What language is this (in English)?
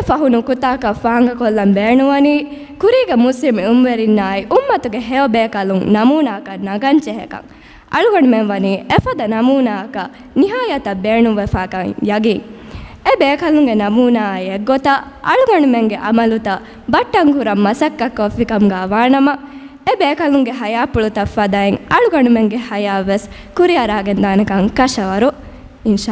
Divehi